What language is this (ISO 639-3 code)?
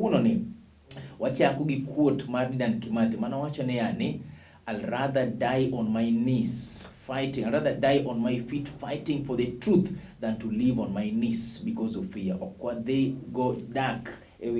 luo